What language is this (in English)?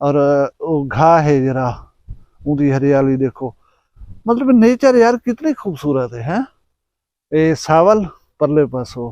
Saraiki